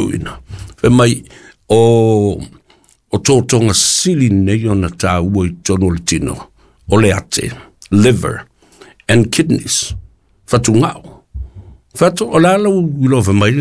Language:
Samoan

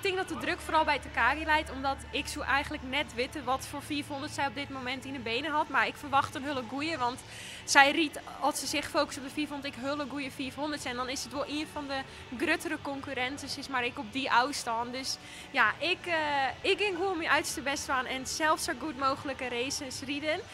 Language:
Western Frisian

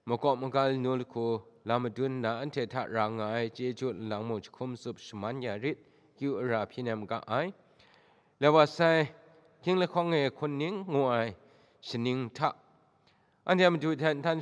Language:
Kachin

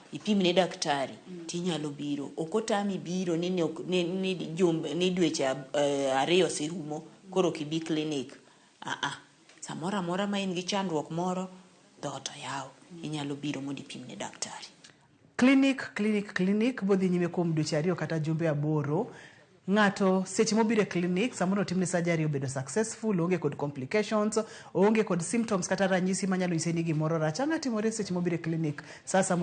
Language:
Luo (Kenya and Tanzania)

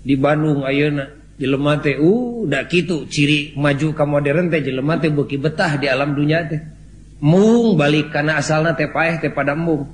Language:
Sundanese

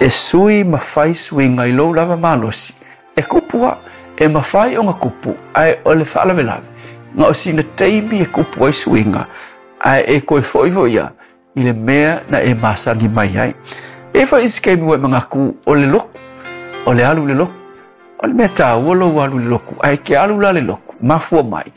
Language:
Samoan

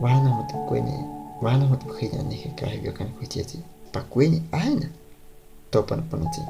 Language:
Guahibo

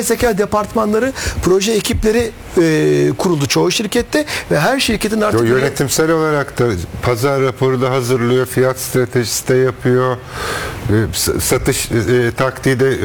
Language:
Turkish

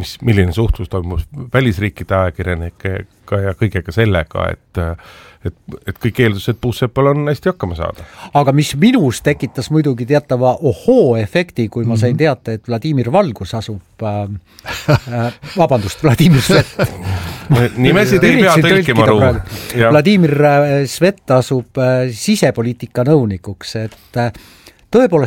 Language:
Estonian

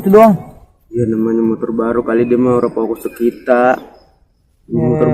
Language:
Betawi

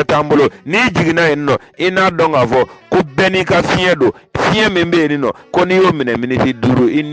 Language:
Bambara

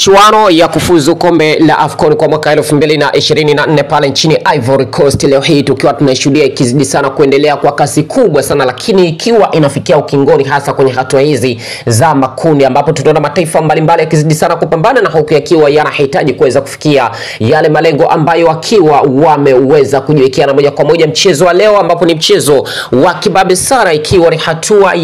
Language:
Swahili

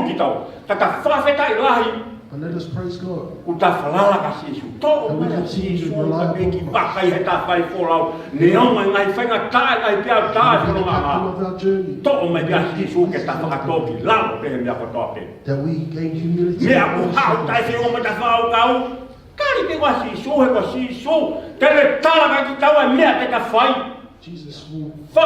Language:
Tongan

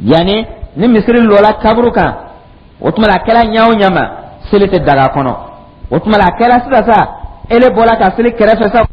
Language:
Dyula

